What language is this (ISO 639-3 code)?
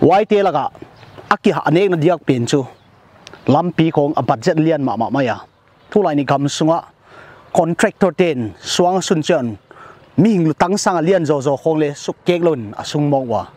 pck